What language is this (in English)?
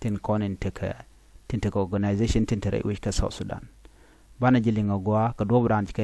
Nuer